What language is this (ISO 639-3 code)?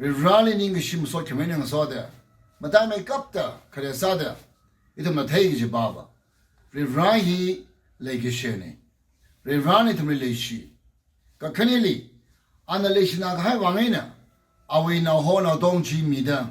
nmf